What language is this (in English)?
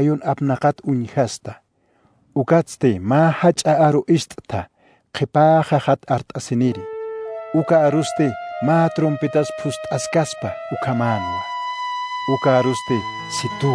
Aymara